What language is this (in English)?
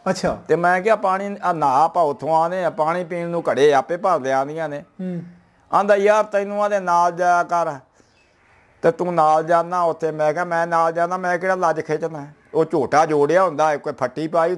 Punjabi